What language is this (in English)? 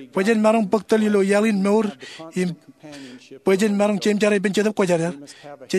Marshallese